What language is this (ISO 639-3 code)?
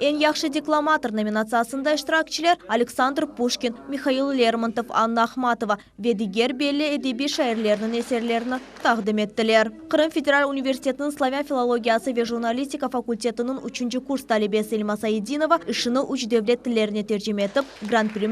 crh